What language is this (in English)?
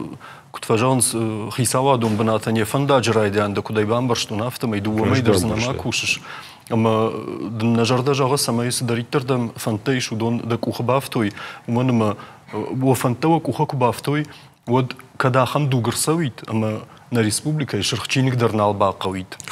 Ossetic